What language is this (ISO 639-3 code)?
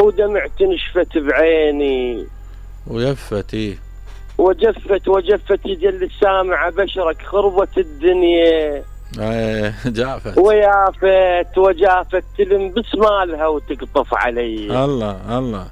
acm